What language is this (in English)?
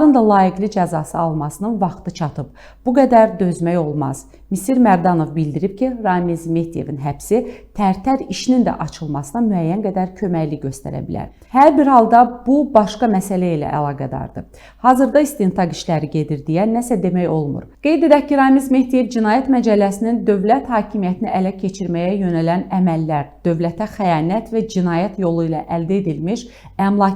Azerbaijani